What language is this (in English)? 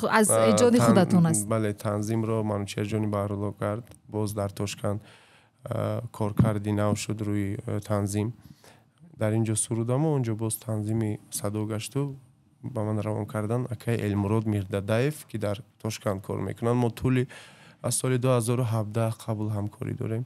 Tajik